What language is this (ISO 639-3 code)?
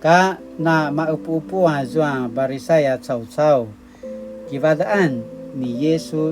pwn